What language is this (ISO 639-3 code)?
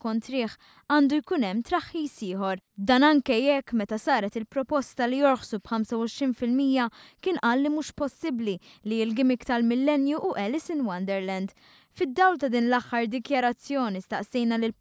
mlt